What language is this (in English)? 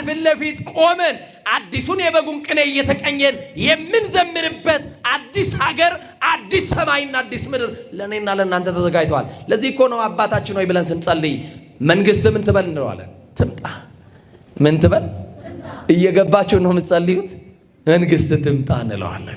Amharic